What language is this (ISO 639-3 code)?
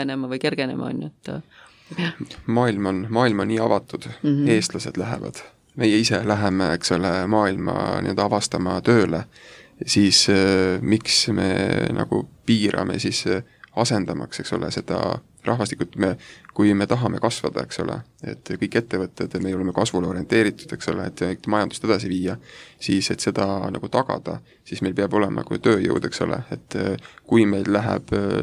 est